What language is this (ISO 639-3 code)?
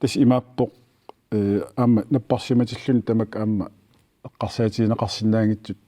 kal